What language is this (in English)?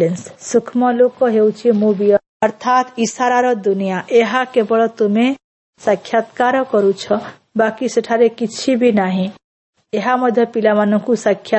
Odia